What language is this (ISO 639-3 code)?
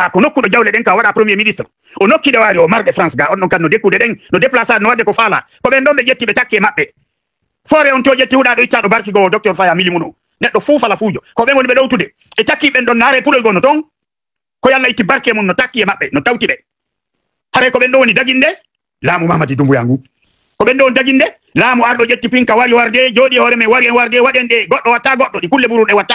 ful